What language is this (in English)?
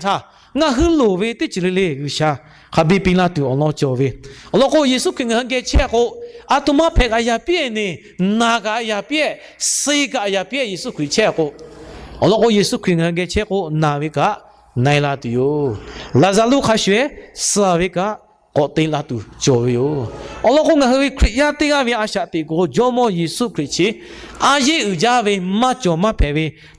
Lahu